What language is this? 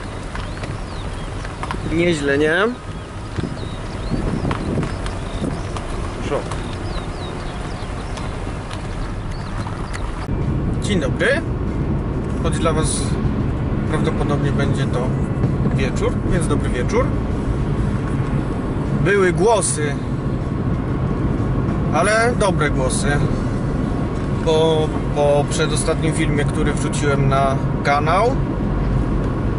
Polish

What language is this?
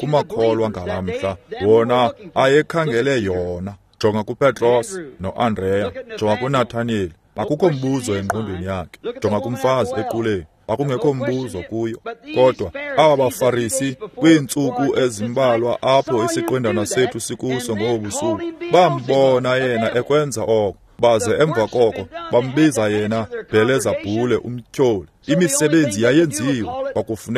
Xhosa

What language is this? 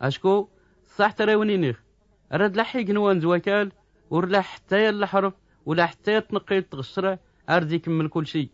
Tachelhit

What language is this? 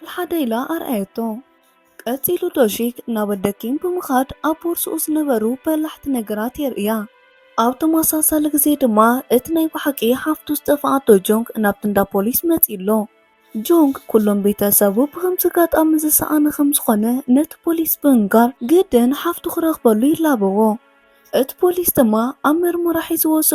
Tigrinya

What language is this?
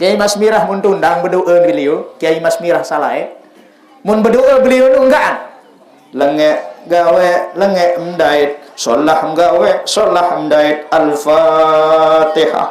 Sasak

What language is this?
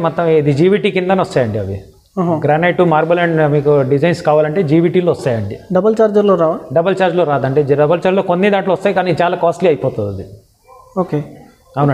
Telugu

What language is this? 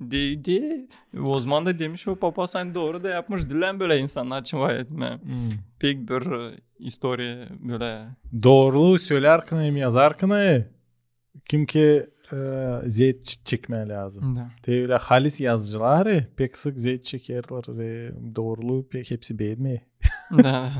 Gagauz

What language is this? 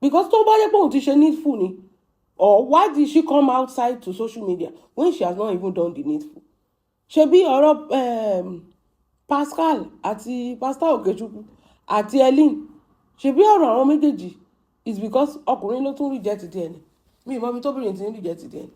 Yoruba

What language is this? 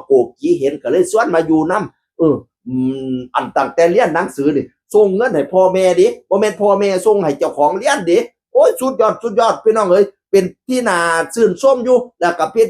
Northeastern Thai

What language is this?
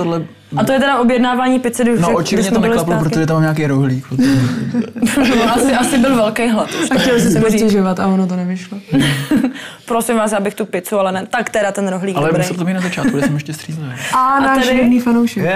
Czech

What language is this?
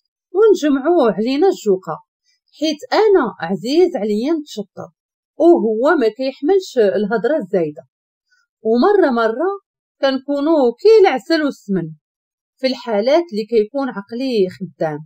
Moroccan Arabic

